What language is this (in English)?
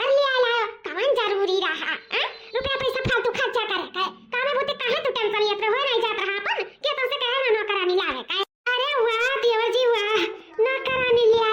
Awadhi